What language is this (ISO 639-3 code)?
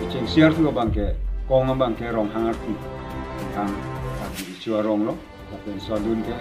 mjw